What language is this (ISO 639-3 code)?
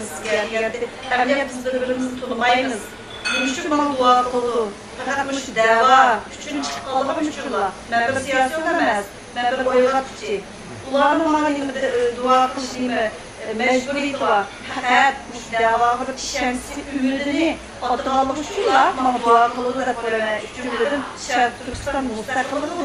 uig